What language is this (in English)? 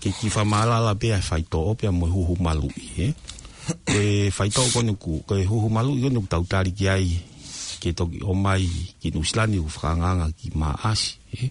Tongan